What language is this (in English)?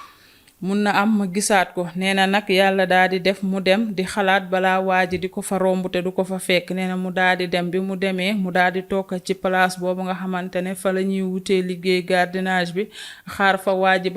Wolof